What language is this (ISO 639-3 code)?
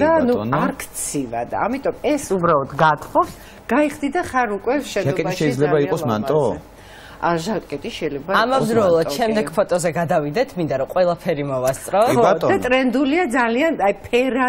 kat